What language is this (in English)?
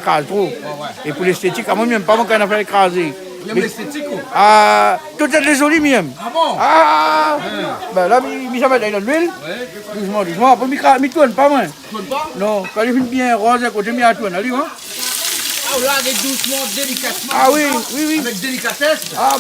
Réunion Creole French